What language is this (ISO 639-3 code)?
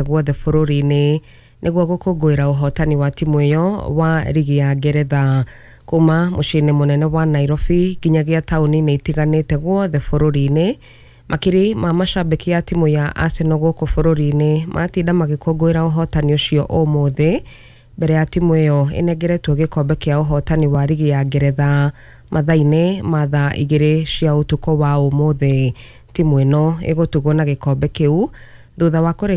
kik